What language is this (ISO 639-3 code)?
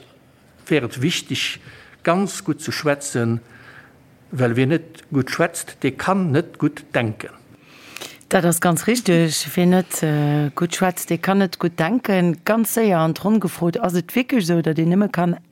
ltz